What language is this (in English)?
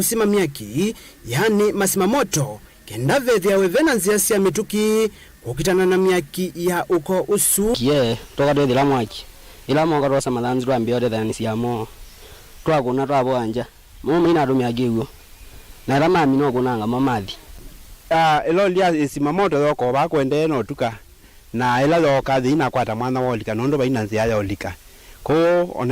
Kamba